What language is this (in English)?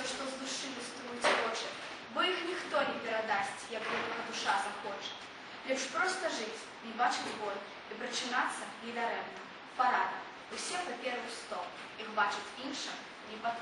Belarusian